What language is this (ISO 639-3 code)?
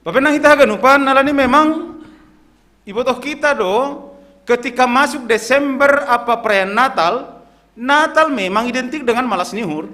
bts